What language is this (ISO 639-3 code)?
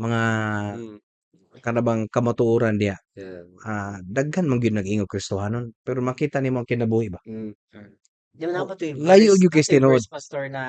ceb